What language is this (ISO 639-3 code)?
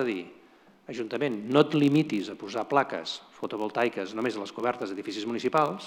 cat